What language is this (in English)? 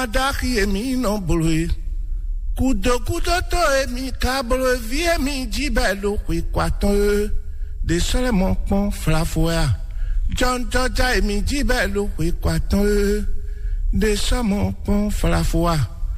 Fon